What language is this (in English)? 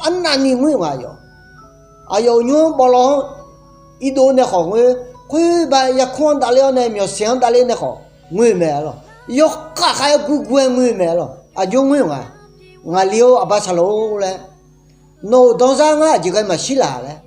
Akha